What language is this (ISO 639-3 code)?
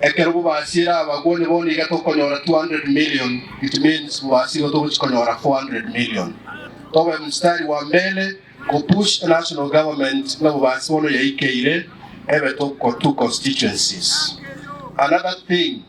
guz